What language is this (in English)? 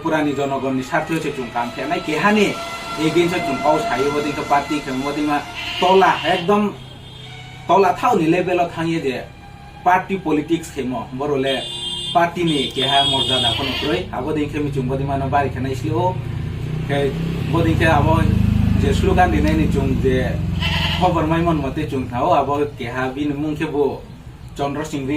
Riang (India)